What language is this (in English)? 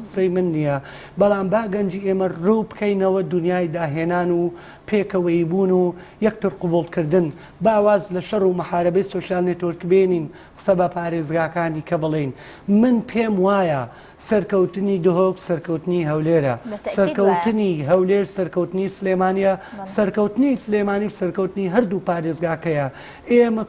Central Kurdish